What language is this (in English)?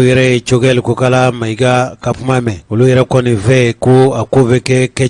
Bambara